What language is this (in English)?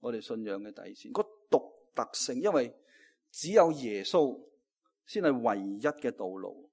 Cantonese